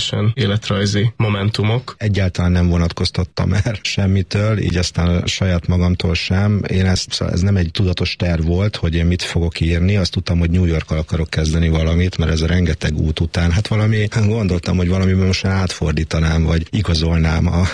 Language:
Hungarian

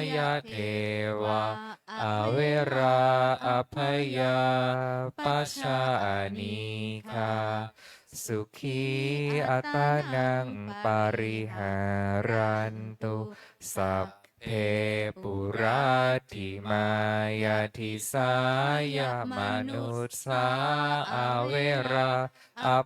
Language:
Pali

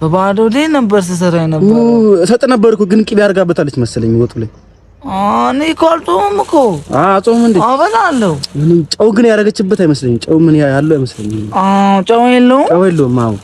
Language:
Amharic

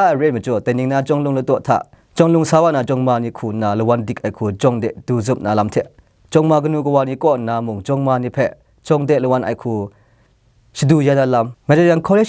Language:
Kachin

